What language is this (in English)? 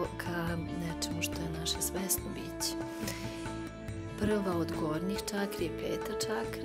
Serbian